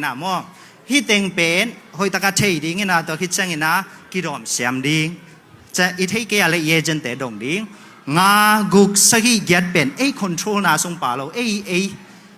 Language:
Tedim Chin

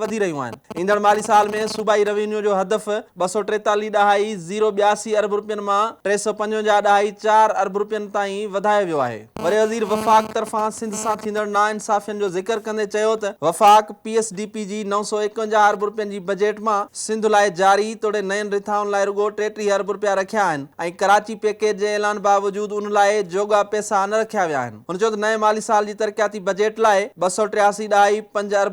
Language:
Sindhi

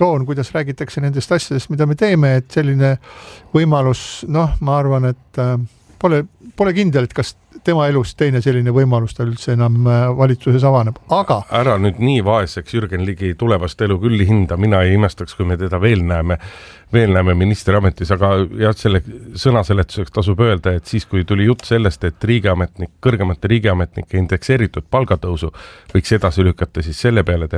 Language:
Estonian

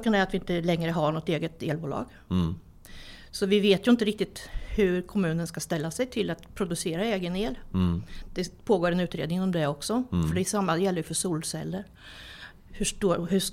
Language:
Swedish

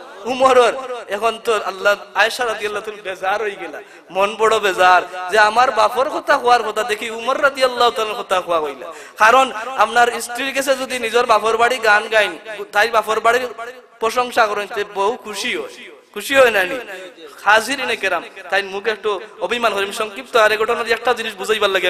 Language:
Sylheti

